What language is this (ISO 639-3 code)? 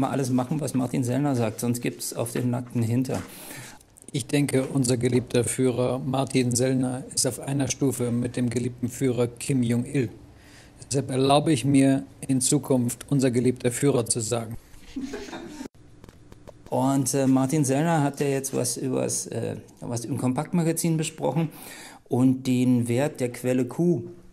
deu